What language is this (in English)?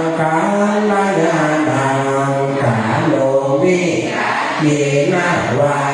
Pali